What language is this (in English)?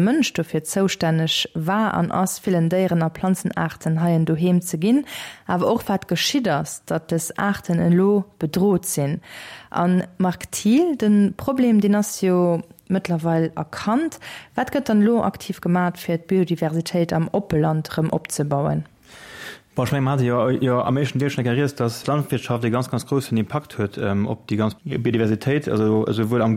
Luxembourgish